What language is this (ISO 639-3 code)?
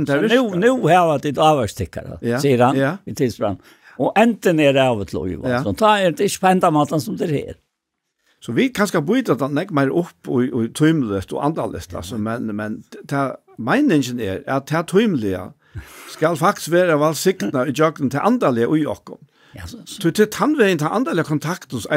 fao